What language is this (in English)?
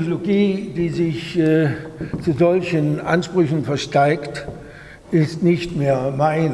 German